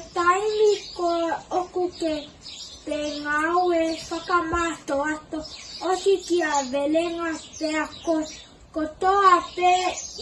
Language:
Tongan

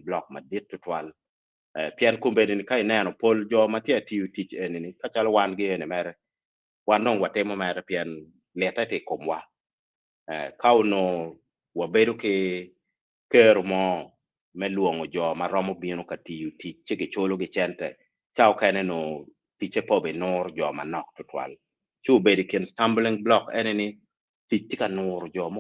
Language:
Acoli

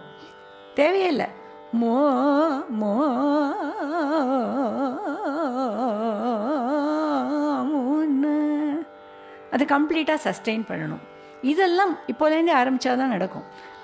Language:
Tamil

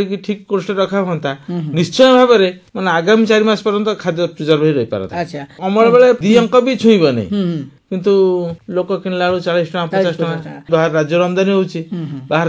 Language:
Odia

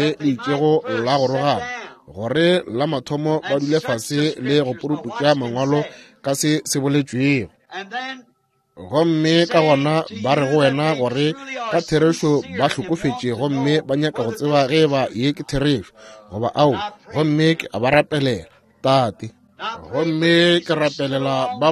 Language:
Northern Sotho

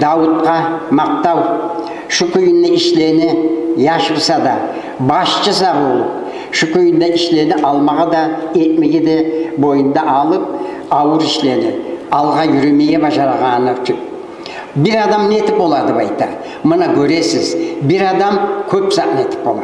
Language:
Kumyk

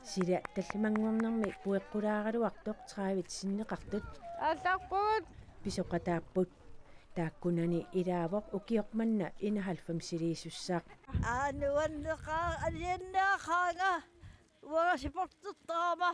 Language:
Kalaallisut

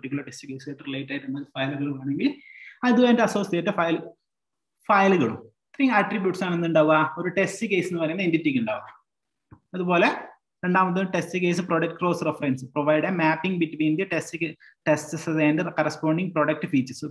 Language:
Malayalam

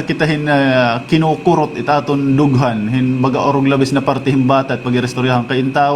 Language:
Waray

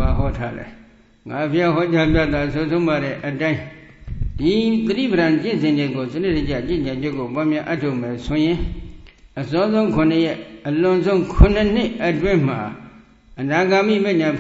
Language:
Burmese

